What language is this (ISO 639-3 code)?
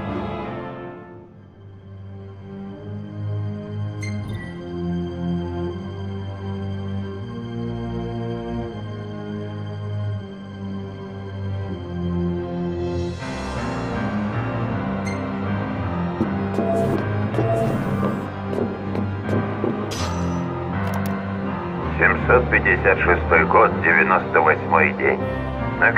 rus